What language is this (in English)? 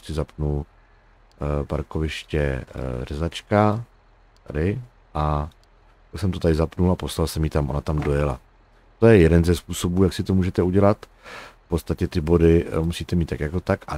Czech